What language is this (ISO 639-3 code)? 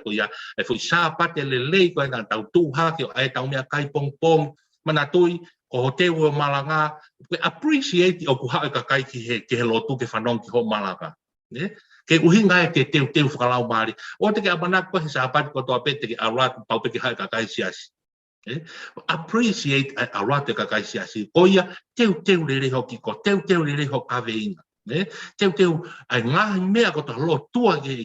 ton